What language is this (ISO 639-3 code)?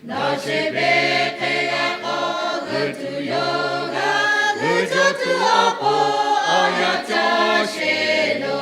lhu